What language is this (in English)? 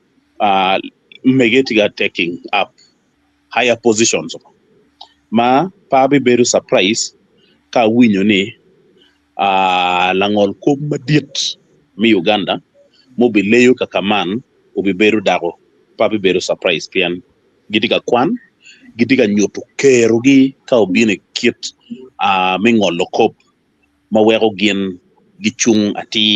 Acoli